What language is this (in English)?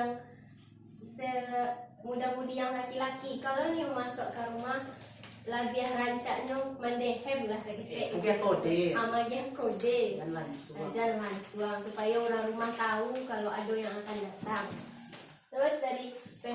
Minangkabau